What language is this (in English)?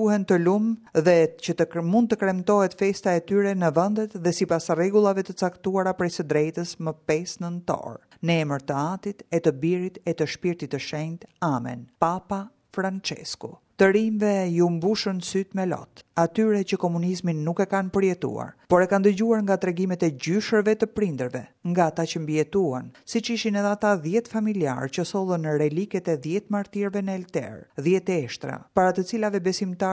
Albanian